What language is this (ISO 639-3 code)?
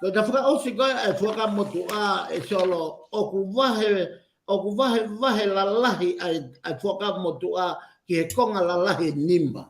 ton